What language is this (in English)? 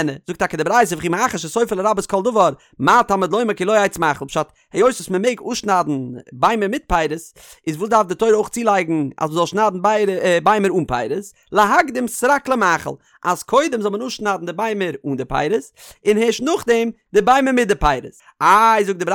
Yiddish